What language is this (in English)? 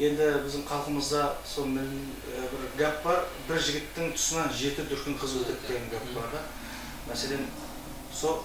Kara-Kalpak